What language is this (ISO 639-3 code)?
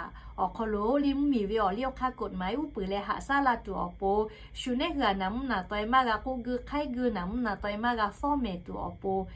lhu